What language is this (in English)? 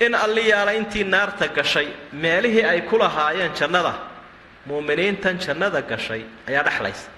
Somali